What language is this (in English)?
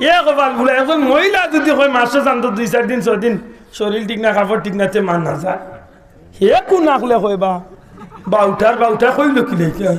Sylheti